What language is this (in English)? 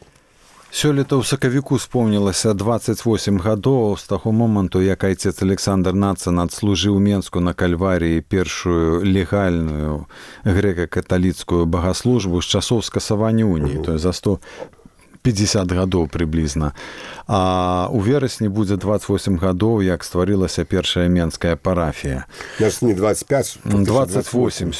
Belarusian